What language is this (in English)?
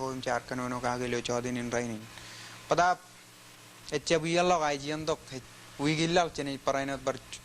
Marshallese